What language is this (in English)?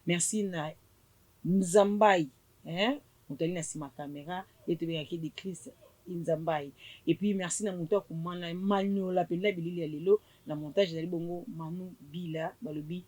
Lingala